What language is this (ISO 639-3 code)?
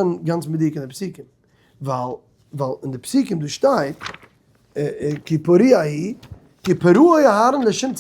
yid